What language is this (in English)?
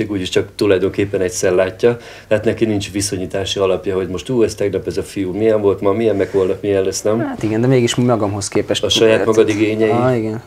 Hungarian